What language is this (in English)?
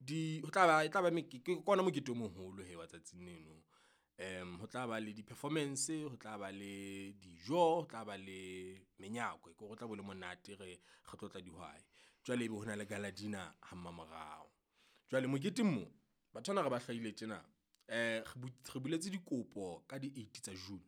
Southern Sotho